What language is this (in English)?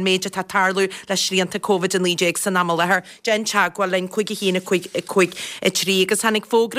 Irish